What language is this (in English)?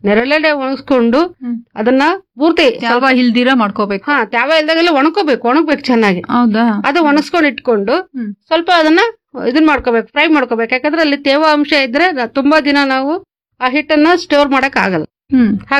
Kannada